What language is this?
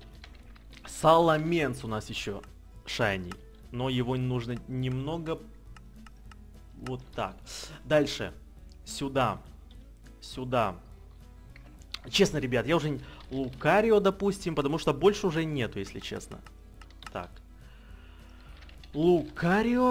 Russian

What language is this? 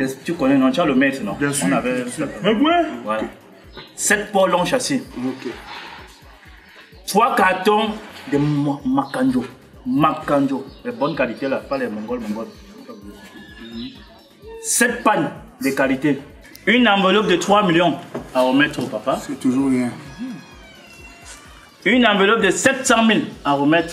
French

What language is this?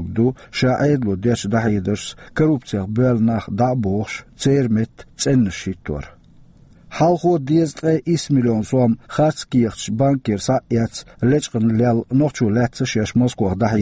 Chechen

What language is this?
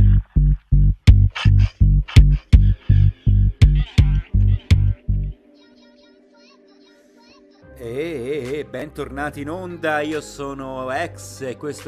Italian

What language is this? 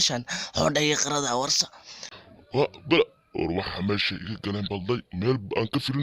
Somali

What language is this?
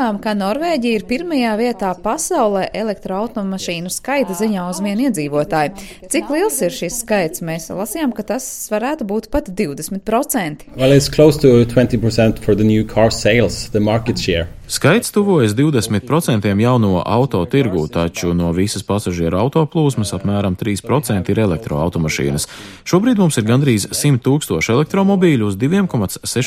Latvian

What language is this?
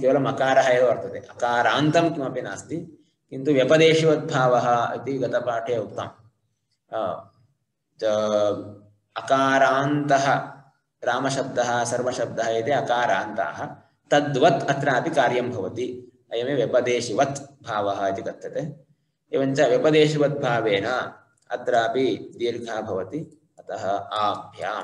Sanskrit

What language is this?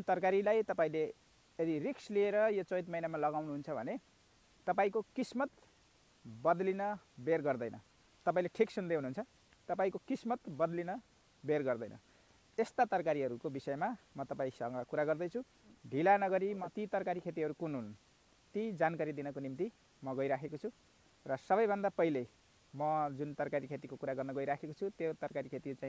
Nepali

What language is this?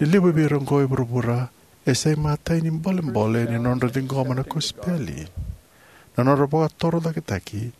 Fijian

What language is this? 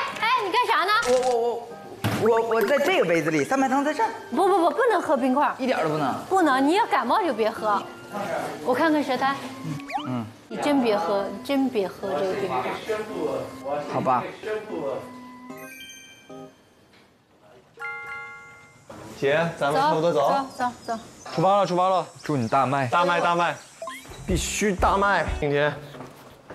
Chinese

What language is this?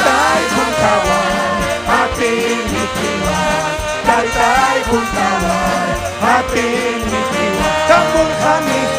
Ayacucho Quechua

